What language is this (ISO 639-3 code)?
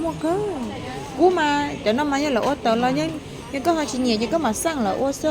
hmn